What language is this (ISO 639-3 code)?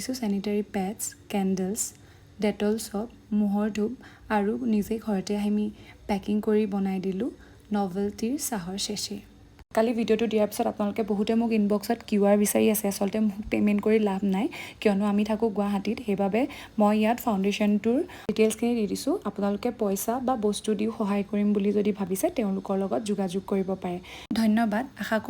asm